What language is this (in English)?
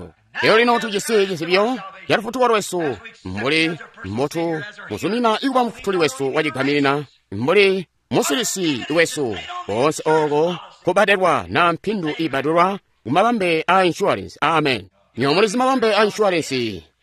Tonga (Zambia)